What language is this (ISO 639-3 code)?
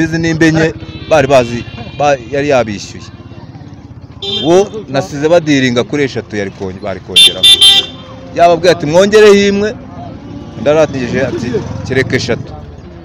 kin